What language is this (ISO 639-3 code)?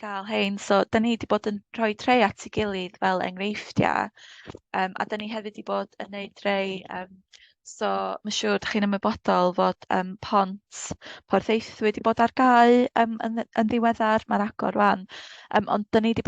cym